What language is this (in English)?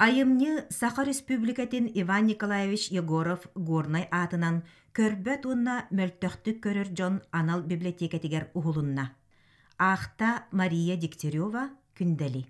Yakut